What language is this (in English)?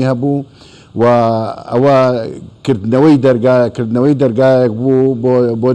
Central Kurdish